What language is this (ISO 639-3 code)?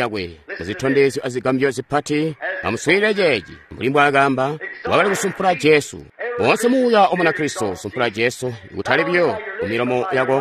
toi